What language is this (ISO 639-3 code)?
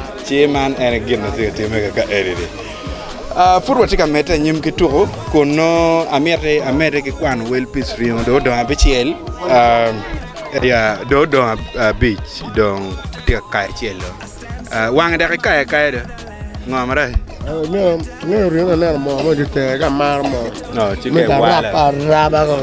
ach